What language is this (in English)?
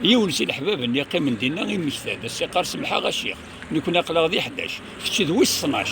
Kabyle